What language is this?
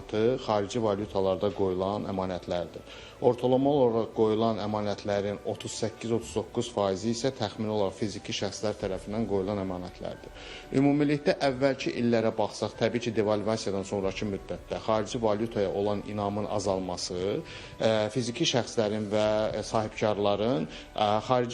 Azerbaijani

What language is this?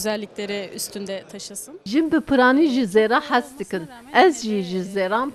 Kurdish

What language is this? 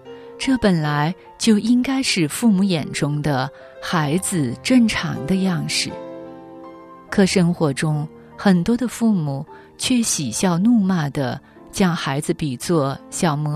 Chinese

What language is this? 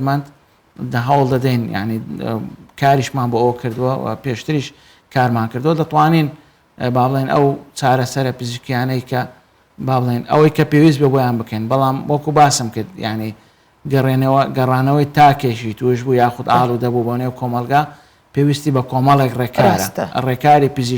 Central Kurdish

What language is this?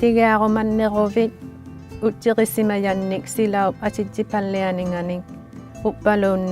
Inuktitut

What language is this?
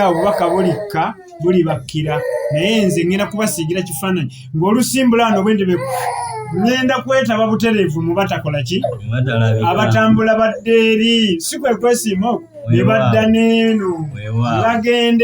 Ganda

